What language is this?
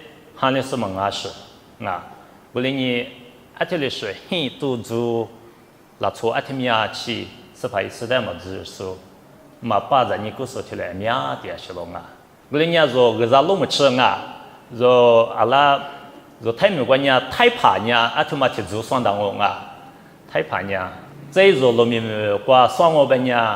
Lisu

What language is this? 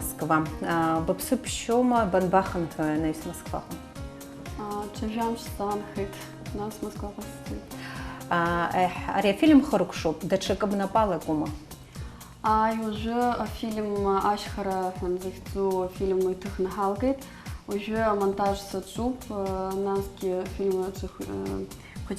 Abkhazian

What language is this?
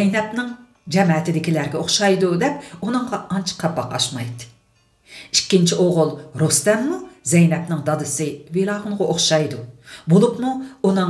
Uyghur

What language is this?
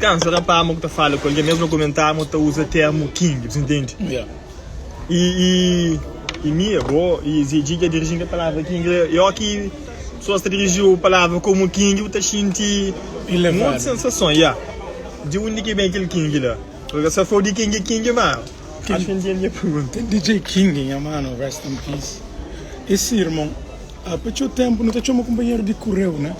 Kabuverdianu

